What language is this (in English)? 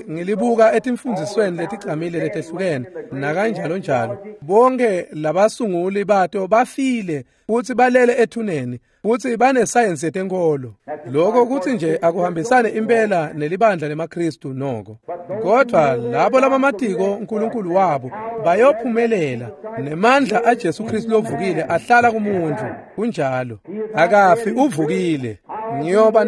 Swati